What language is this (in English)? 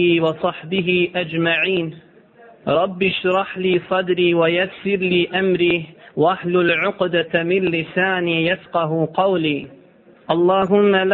Bosnian